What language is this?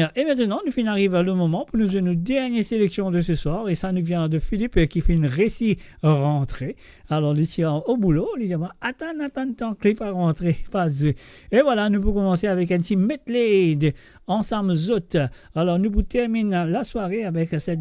Morisyen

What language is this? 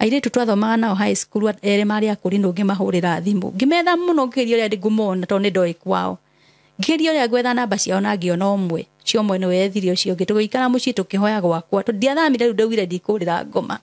Kikuyu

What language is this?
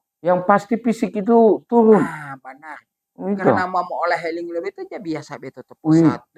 Gorontalo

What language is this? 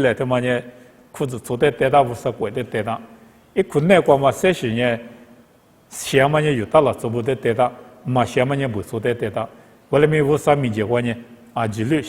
Lisu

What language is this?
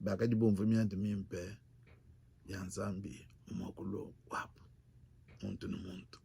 Luba-Lulua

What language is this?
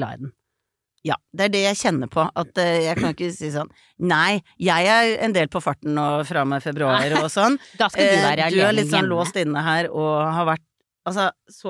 Norwegian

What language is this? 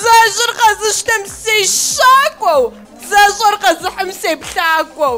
Kabardian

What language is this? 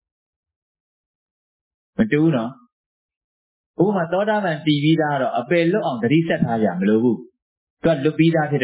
Burmese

